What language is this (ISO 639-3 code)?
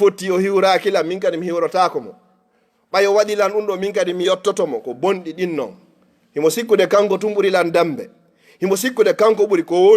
ful